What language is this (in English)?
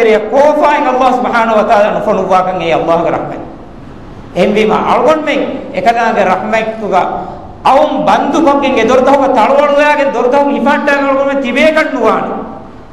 Divehi